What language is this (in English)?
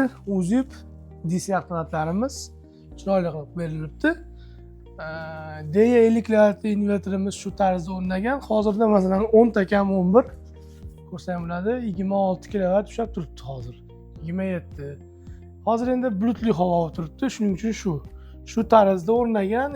Uzbek